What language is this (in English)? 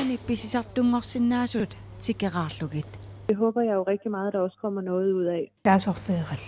Kalaallisut